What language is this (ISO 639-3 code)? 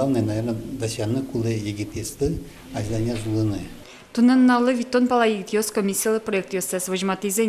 udm